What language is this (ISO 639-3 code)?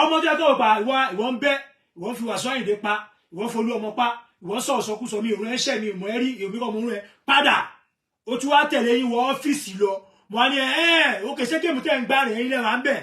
yor